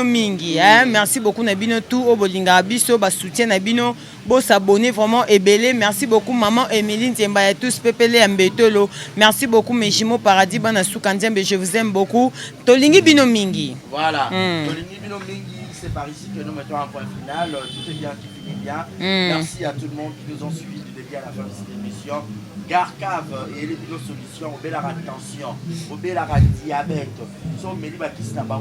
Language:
Lingala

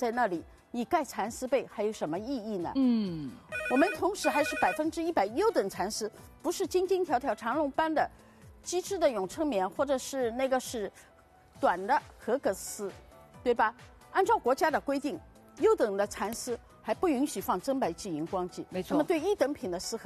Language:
Chinese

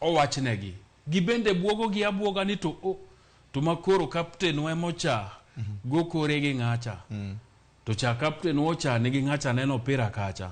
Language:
Luo (Kenya and Tanzania)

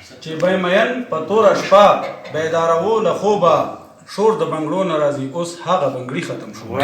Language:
Pashto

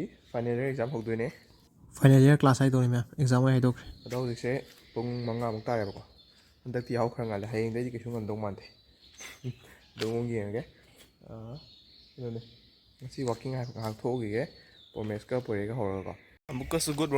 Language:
Manipuri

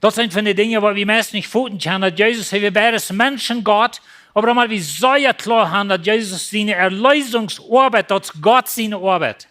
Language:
Plautdietsch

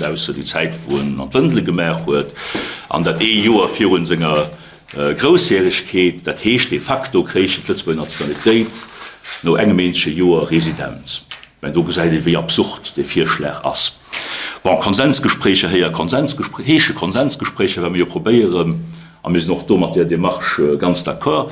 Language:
Luxembourgish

